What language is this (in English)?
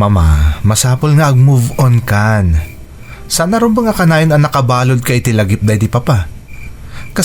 Iloko